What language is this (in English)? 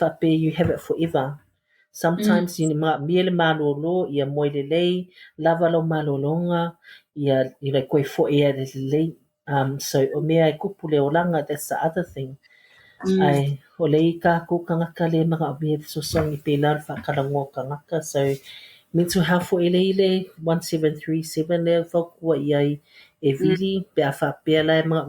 Samoan